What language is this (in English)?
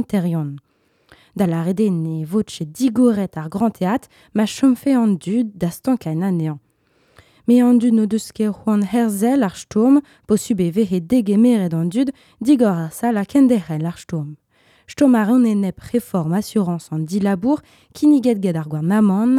Breton